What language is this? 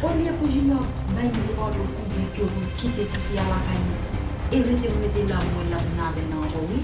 Haitian Creole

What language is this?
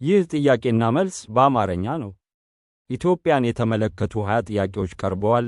Amharic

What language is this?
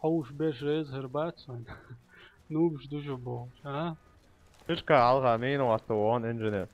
Chechen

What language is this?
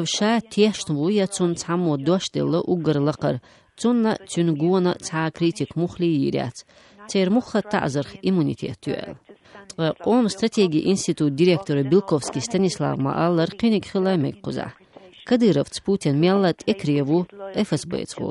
Chechen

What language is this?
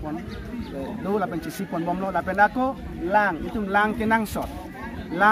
Karbi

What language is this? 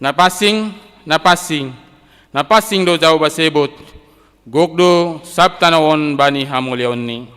Batak Simalungun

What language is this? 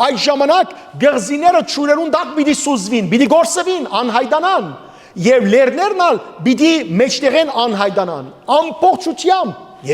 Western Armenian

